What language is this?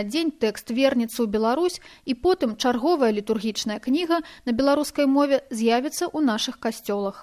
Belarusian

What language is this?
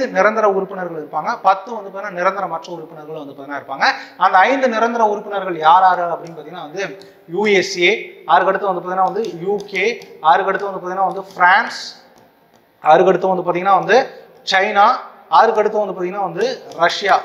Tamil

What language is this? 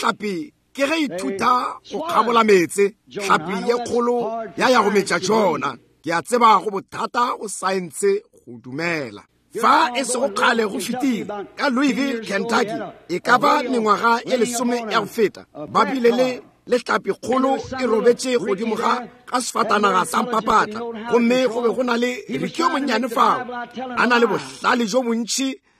Northern Sotho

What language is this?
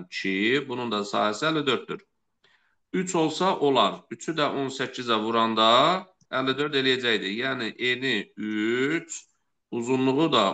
Azerbaijani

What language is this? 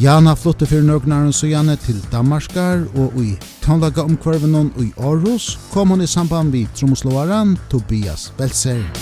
Faroese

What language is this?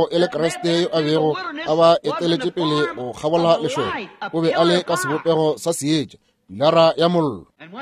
Northern Sotho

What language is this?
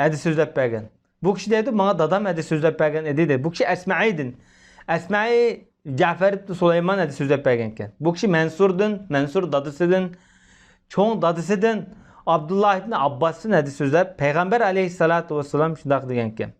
Uyghur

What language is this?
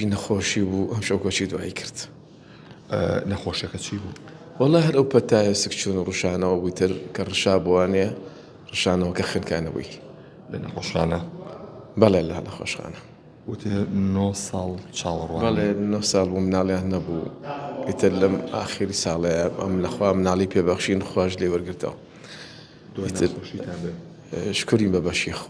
Central Kurdish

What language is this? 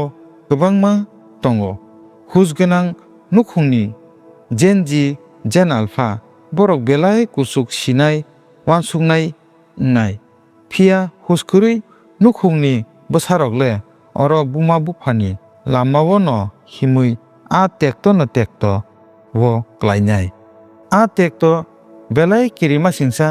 Kok Borok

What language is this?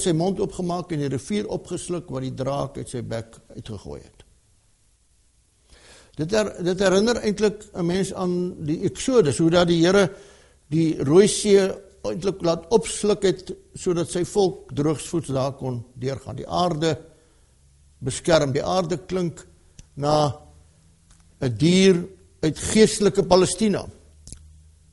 Afrikaans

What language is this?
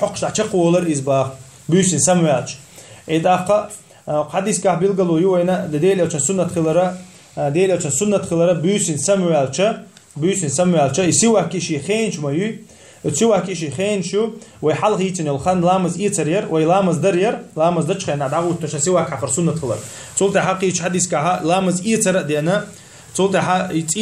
Chechen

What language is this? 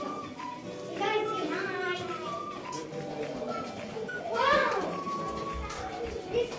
Filipino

